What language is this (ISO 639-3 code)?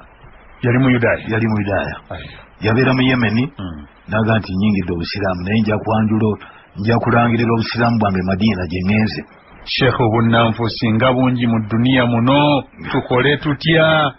lug